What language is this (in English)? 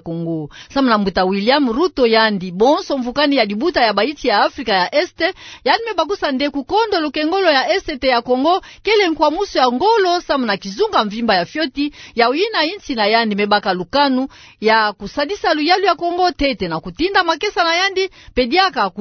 Kituba (Democratic Republic of Congo)